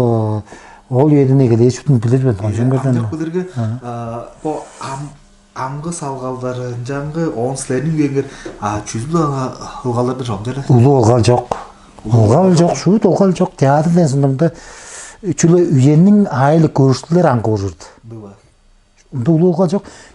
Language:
Tuvinian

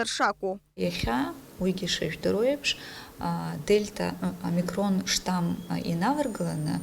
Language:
Abkhazian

